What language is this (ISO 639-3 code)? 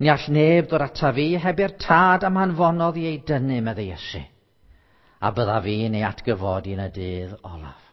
cym